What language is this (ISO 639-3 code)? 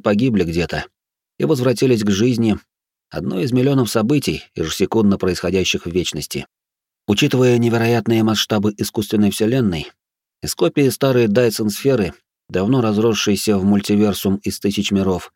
rus